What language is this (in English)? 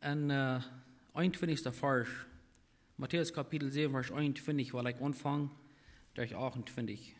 Plautdietsch